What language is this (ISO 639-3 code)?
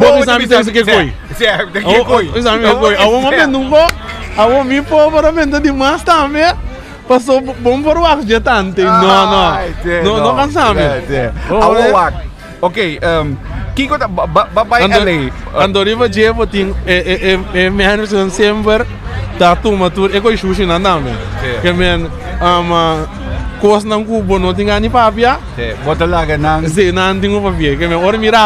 pap